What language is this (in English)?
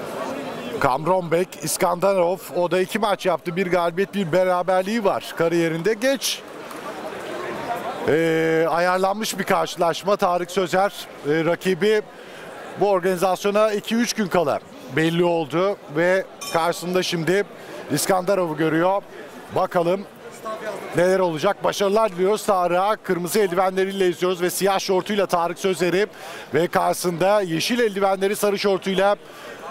Turkish